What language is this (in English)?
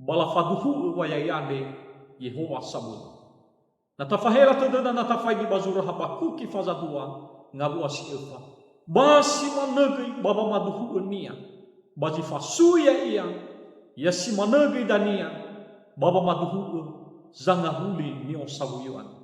Nias